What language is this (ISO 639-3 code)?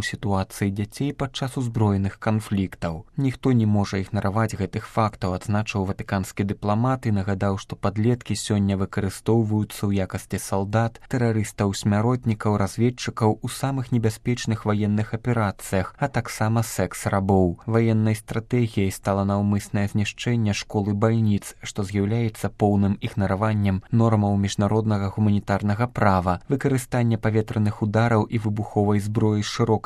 bel